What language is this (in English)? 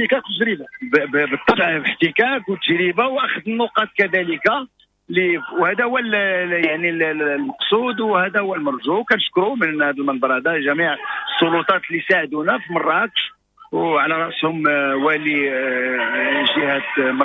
Moroccan Arabic